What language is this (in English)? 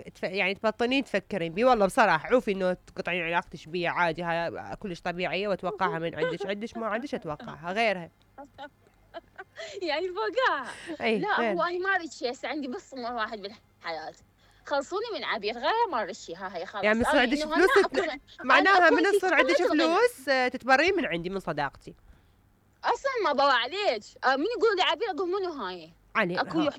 Mesopotamian Arabic